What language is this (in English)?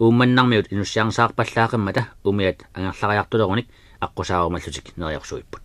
Kalaallisut